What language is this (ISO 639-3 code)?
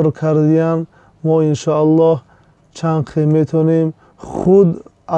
tgk